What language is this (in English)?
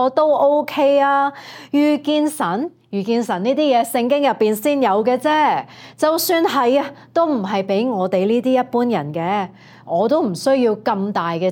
Cantonese